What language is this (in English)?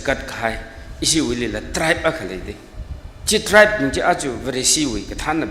Tangkhul Naga (India)